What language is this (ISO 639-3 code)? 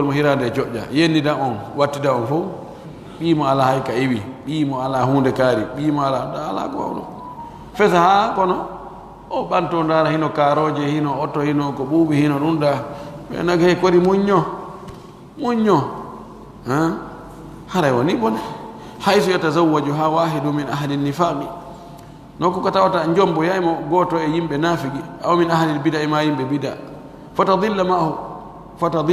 fuf